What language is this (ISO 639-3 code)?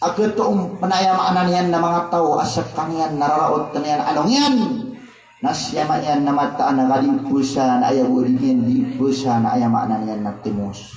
mrw